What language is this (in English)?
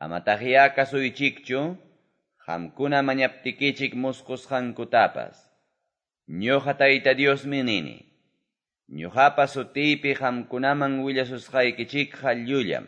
Quechua